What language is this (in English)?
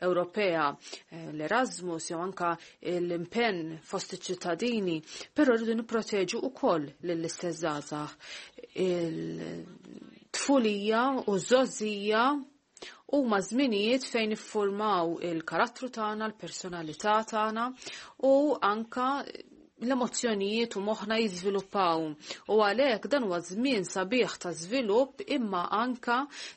Maltese